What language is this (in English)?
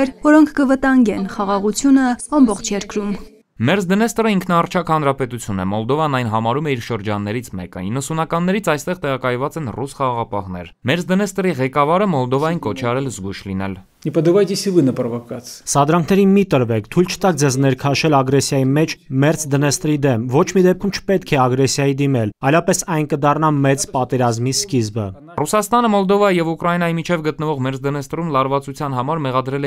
Armenian